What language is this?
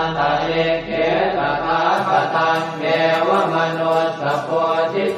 Pali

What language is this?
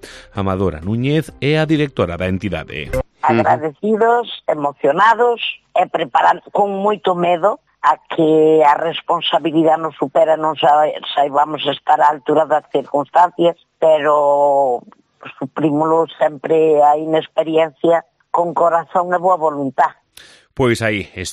Galician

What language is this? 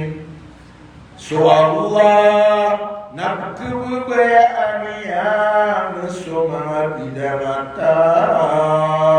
Maranao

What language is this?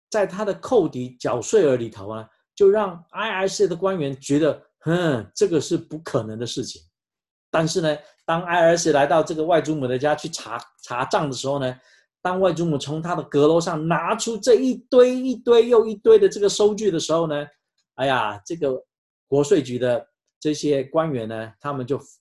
Chinese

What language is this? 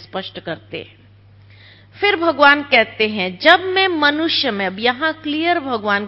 Hindi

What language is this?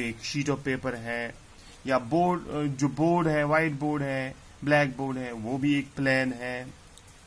Urdu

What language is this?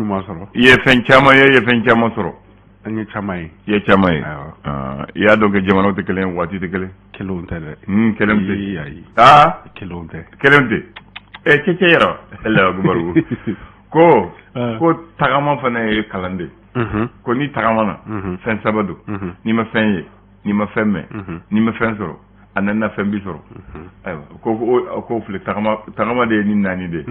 Bambara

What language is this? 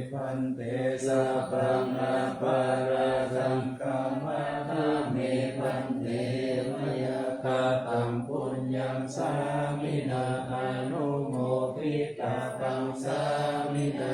Pali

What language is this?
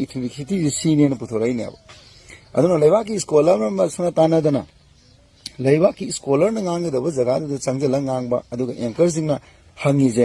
Manipuri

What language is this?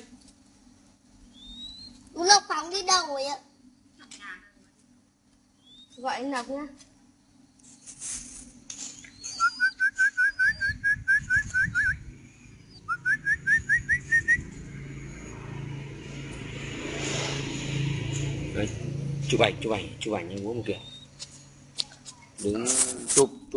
Vietnamese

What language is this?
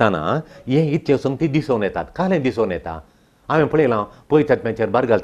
Konkani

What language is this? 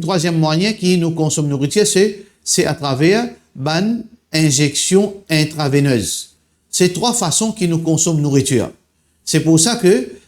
Morisyen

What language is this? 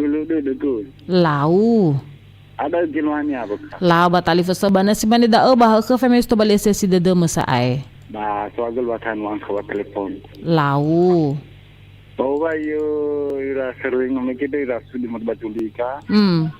Nias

